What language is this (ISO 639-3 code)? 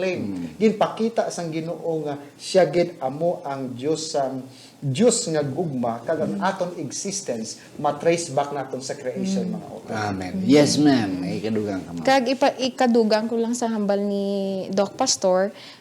hil